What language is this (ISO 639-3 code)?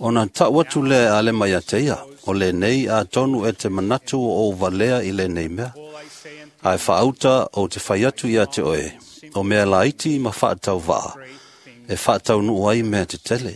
smo